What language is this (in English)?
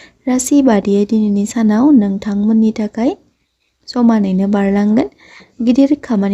Bodo